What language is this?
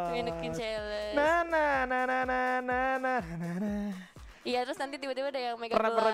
Indonesian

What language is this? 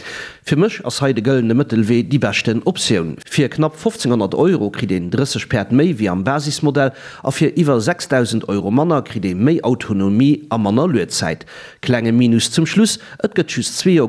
Luxembourgish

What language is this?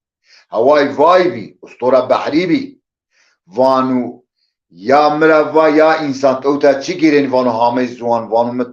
Zaza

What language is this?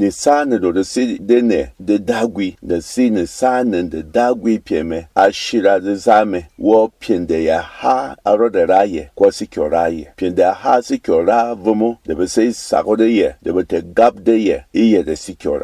Berom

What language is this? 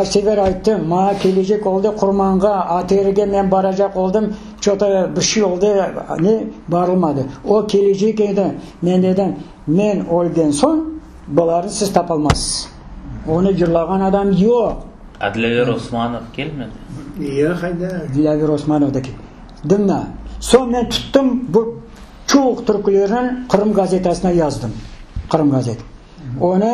Crimean Tatar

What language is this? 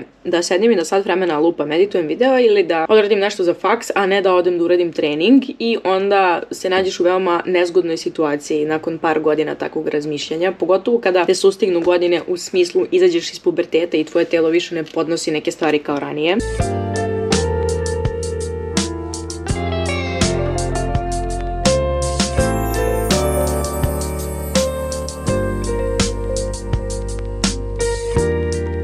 Serbian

